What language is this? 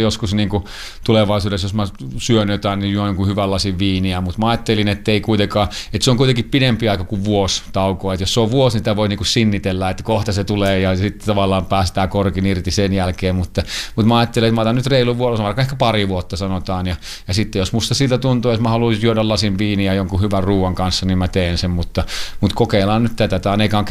Finnish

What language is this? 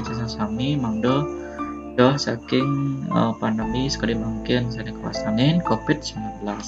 Balinese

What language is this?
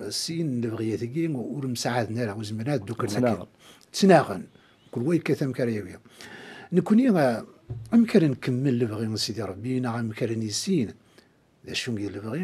Kabyle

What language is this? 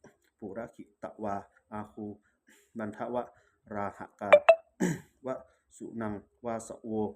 Pali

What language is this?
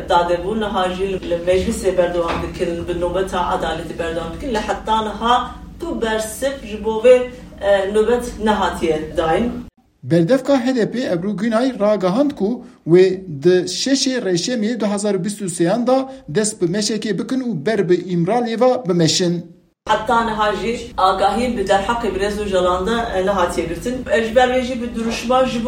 Kurdish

